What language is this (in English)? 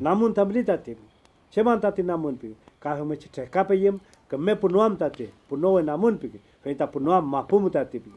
Mapuche